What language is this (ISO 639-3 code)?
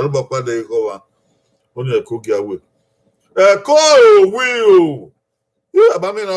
bin